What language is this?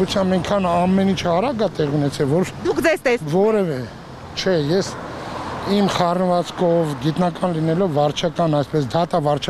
Armenian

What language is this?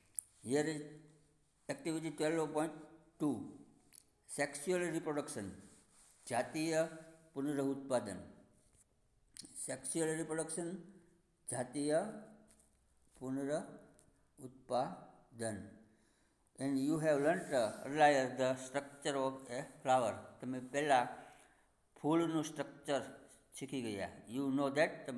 Gujarati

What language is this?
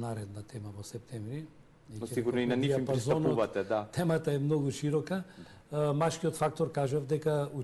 Macedonian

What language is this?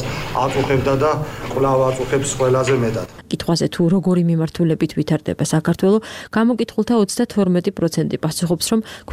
Georgian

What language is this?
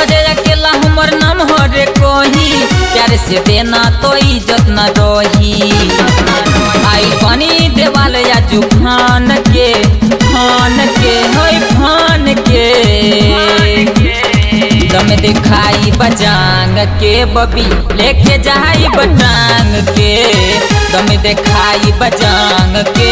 Bhojpuri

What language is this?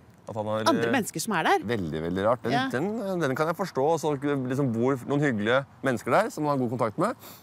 Norwegian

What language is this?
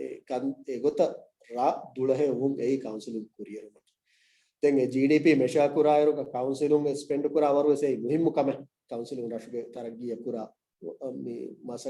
Divehi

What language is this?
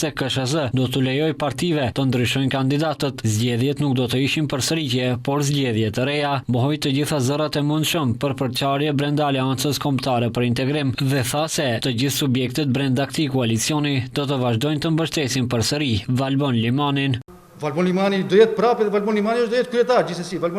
Albanian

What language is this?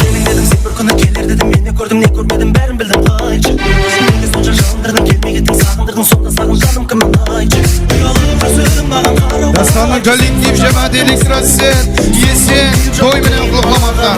Kara-Kalpak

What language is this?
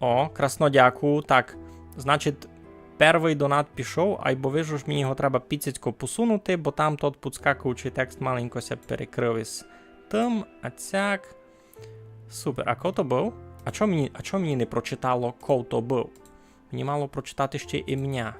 Rusyn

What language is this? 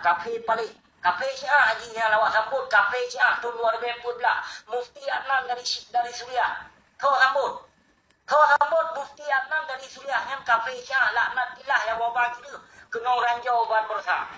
Achinese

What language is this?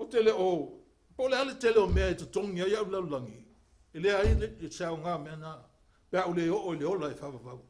Samoan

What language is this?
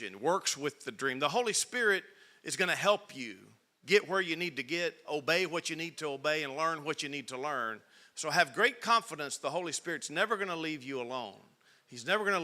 English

